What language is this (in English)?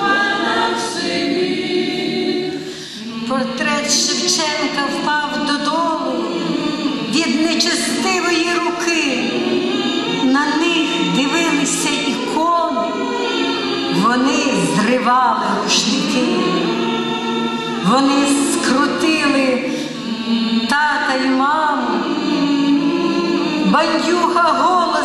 Ukrainian